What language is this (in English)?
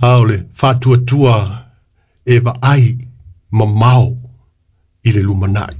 Samoan